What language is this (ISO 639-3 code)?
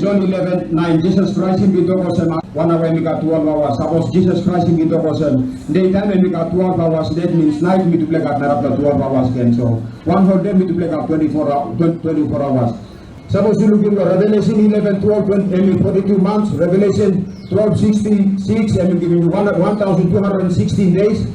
tpi